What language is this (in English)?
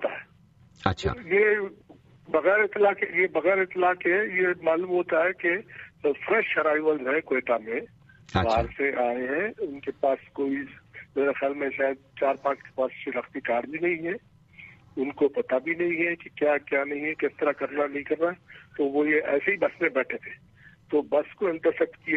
Urdu